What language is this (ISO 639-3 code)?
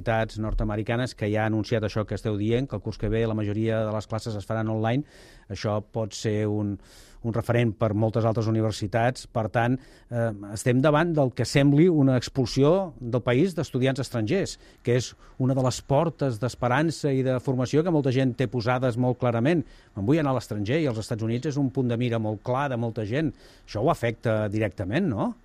cat